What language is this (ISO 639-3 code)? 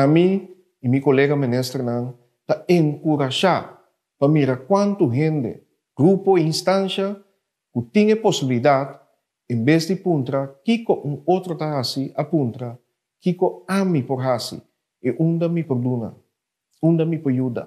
pap